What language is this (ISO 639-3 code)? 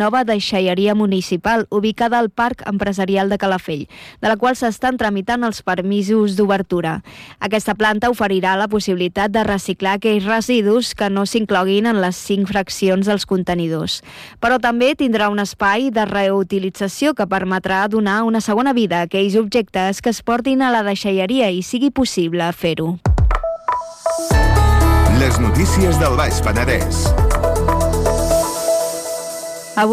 cat